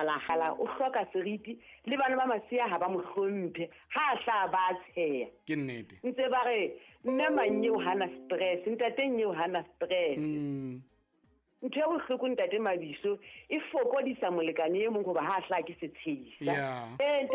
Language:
Southern Sotho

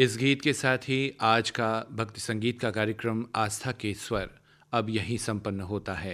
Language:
Hindi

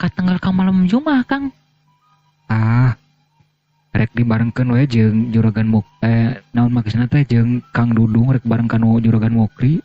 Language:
Sundanese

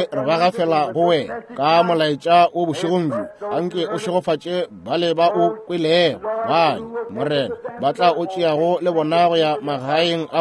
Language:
Northern Sotho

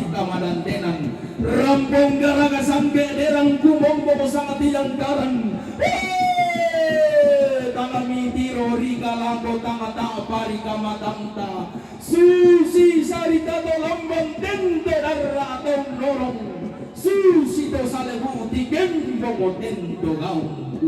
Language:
Toraja-Sa'dan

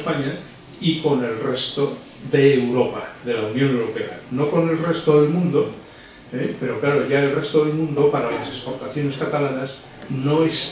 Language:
Spanish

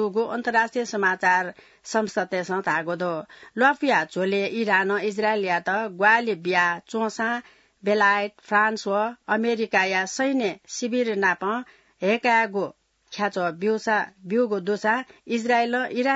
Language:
Newari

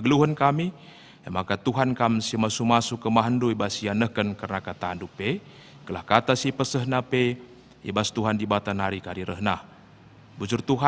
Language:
Batak Karo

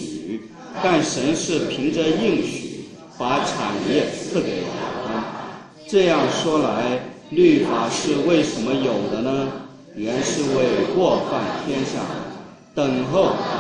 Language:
Chinese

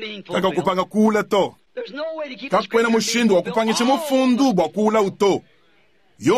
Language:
Luba-Lulua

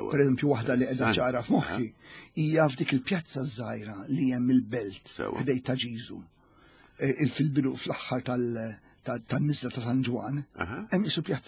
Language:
Maltese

